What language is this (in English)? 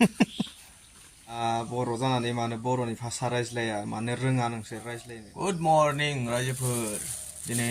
Bodo